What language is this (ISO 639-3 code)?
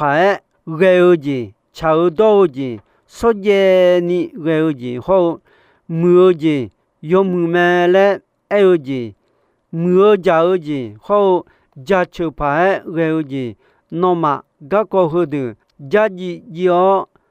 ahk